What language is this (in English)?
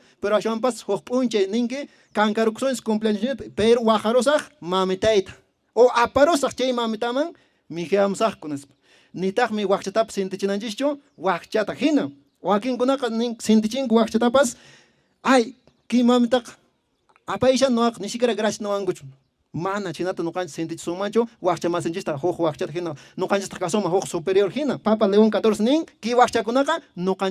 Quechua